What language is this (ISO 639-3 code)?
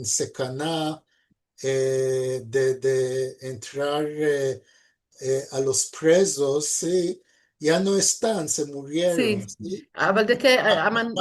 lad